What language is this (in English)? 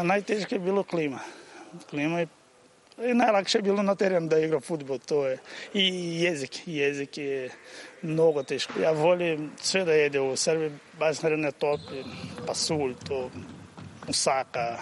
Serbian